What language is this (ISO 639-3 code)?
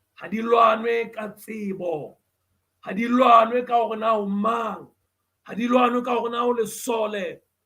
sot